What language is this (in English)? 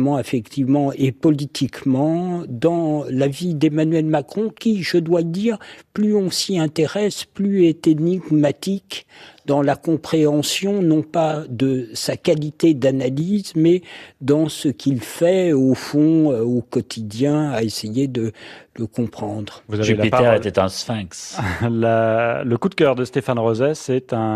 French